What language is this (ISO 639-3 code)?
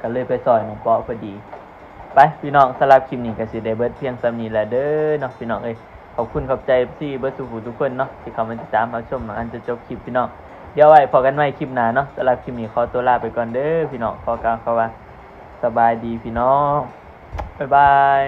tts